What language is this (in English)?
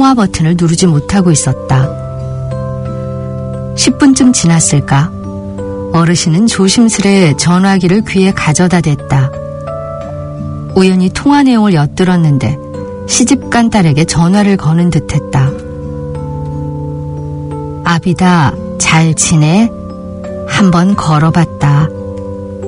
Korean